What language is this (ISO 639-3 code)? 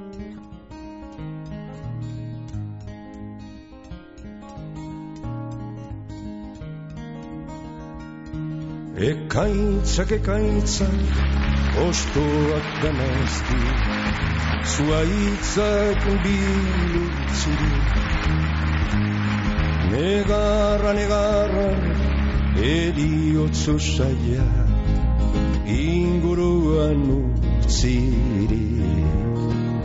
eus